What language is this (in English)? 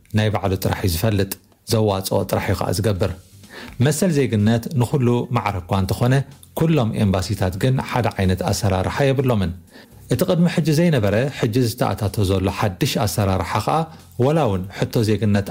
Tigrinya